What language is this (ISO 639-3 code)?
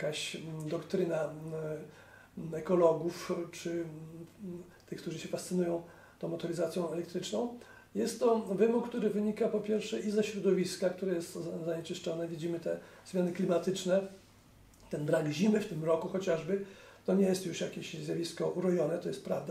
pol